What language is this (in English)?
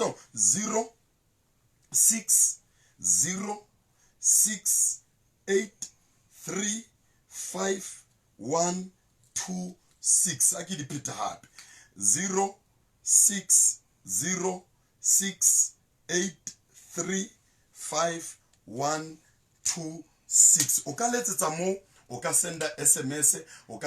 Southern Sotho